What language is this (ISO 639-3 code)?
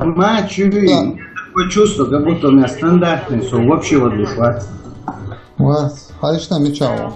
che